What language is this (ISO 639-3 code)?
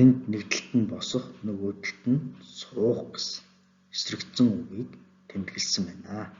mon